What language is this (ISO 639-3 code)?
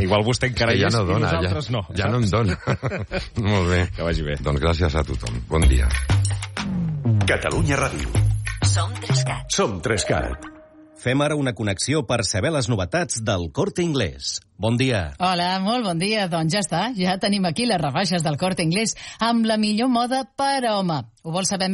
cat